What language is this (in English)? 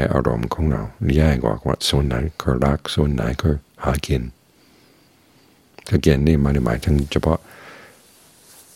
Thai